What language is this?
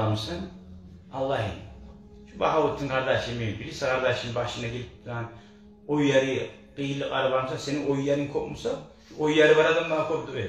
Kumyk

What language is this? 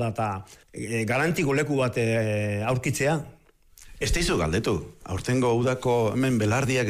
Basque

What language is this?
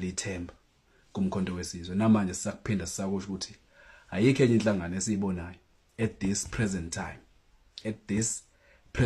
Zulu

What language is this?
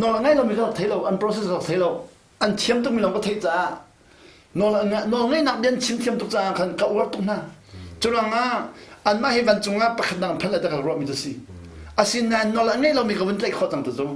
Hakha Chin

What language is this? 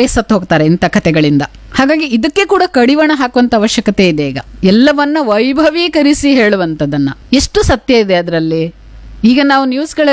Kannada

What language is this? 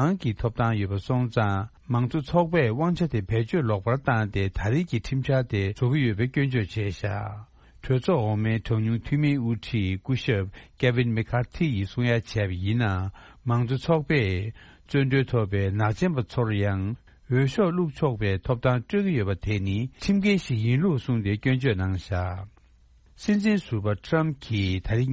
Tibetan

